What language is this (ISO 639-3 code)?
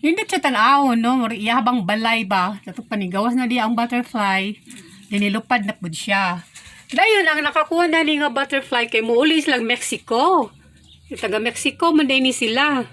ceb